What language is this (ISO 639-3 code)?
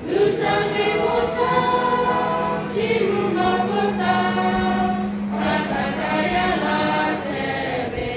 lhu